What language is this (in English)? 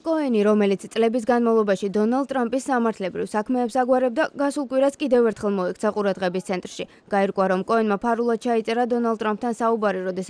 Georgian